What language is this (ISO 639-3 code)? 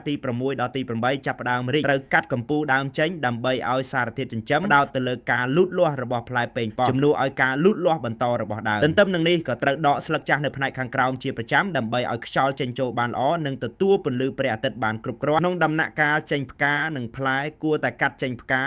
khm